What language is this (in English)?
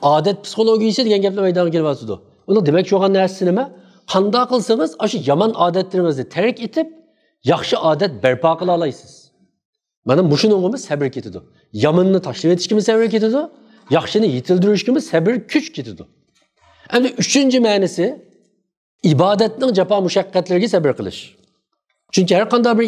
Uyghur